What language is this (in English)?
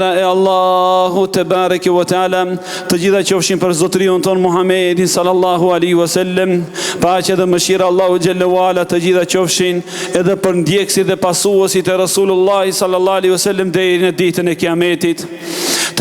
Albanian